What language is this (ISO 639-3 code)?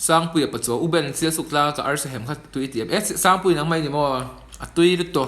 lus